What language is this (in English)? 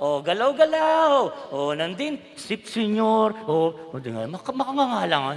Pampanga